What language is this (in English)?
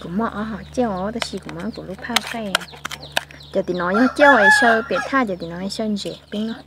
Hmong